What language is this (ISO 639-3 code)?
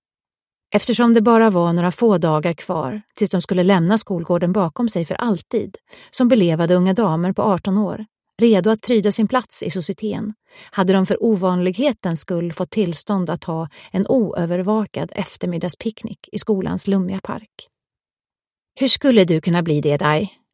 swe